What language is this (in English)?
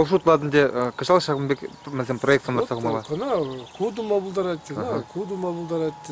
Chuvash